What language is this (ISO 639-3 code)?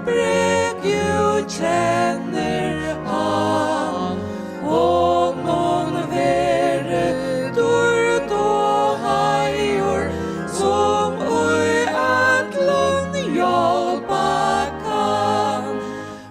fao